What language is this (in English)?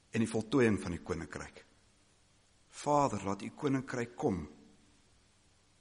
Afrikaans